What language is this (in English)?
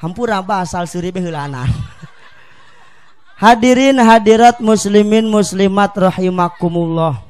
Sundanese